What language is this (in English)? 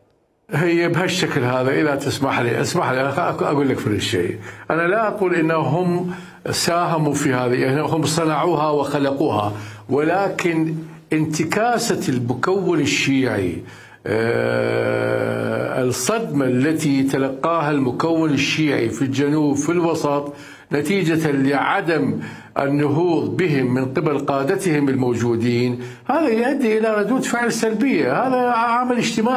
Mesopotamian Arabic